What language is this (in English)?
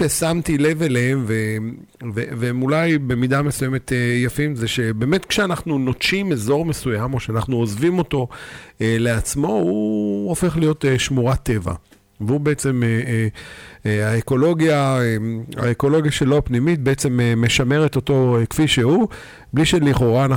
Hebrew